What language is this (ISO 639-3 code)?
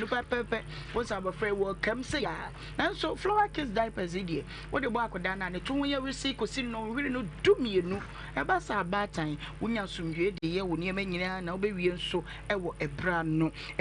aka